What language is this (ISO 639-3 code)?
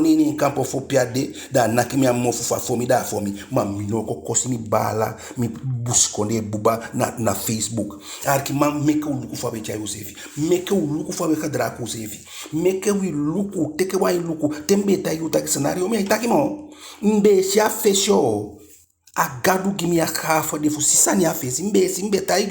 djk